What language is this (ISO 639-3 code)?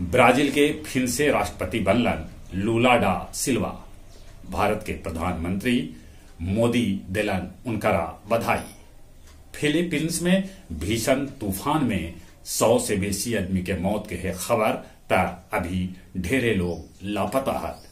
mag